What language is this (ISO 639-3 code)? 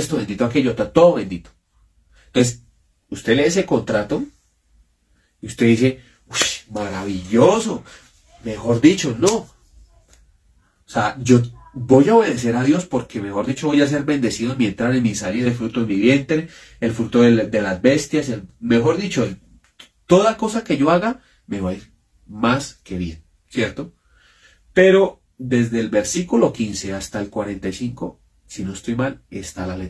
spa